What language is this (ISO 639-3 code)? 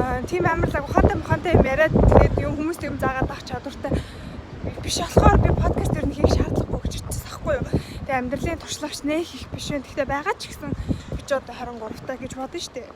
mon